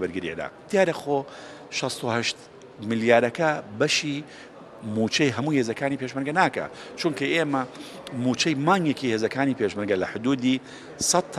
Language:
Central Kurdish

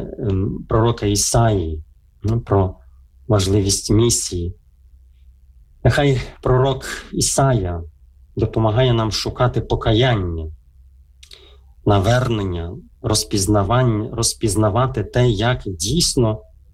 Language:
Ukrainian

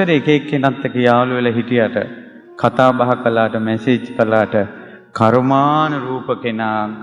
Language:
Sinhala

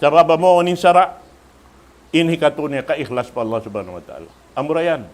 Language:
Tausug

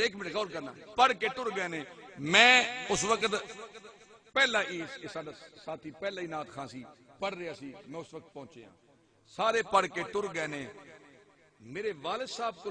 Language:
Saraiki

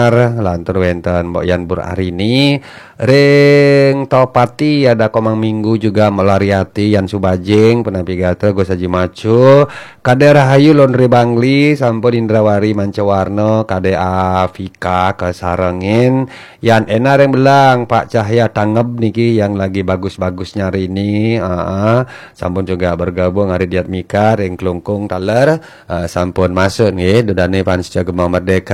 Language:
Balinese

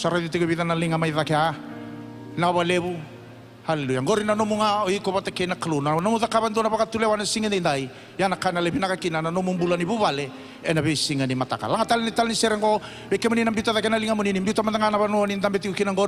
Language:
Fijian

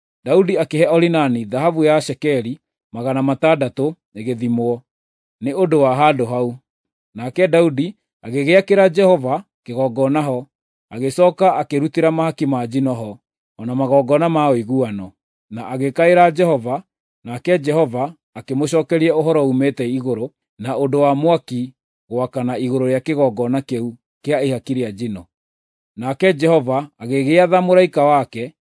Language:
Kikuyu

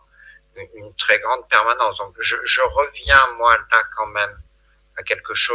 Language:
French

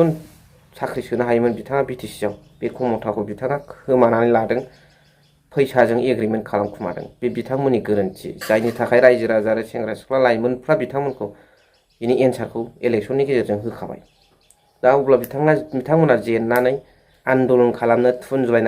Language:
Bodo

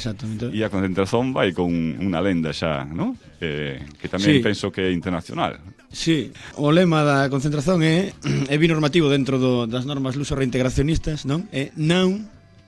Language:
Galician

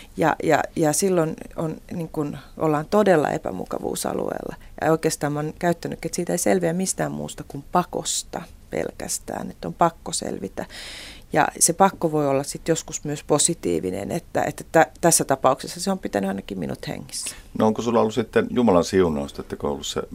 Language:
Finnish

